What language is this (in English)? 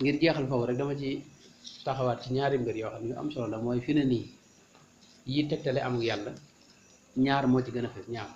Wolof